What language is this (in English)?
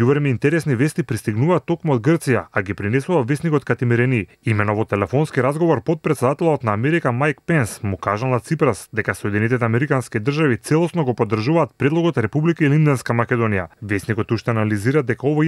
Macedonian